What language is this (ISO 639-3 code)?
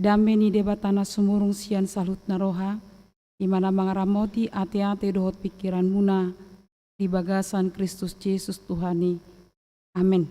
bbc